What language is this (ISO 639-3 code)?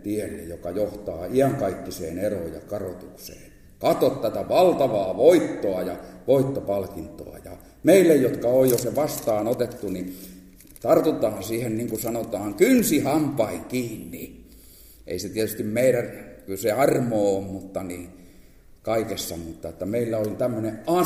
fin